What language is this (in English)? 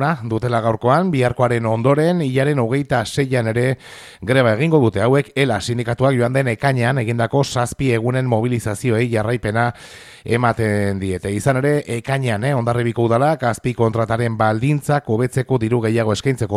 Basque